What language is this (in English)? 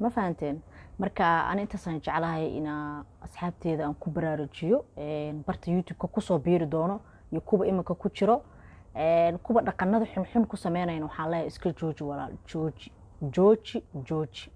Somali